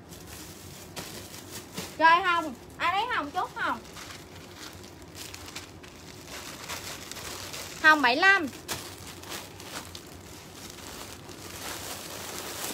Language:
Vietnamese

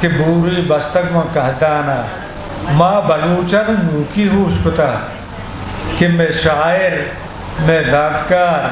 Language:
Eastern Balochi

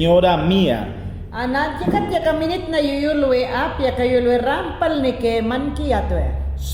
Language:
Mayangna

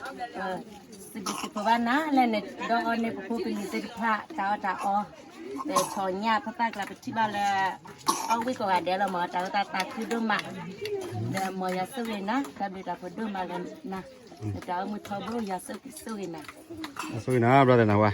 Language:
S'gaw Karen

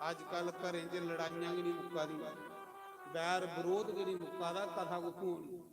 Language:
Dogri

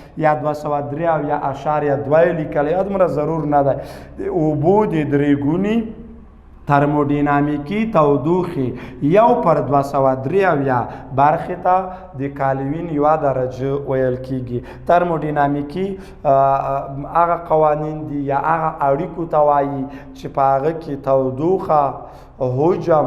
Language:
Pashto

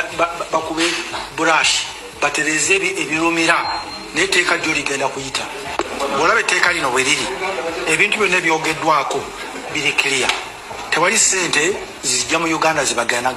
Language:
Ganda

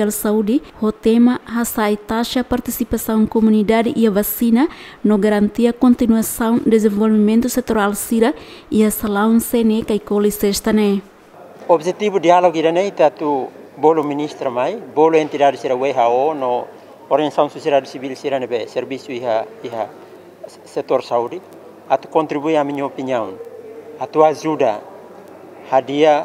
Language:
Tetum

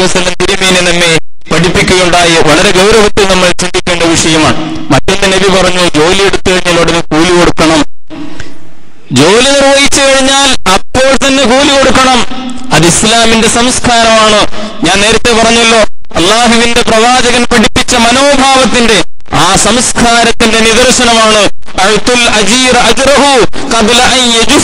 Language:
Malayalam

